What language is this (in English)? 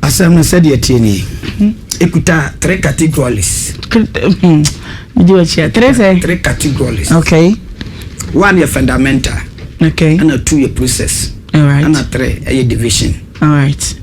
Akan